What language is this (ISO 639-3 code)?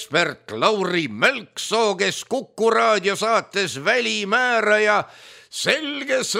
est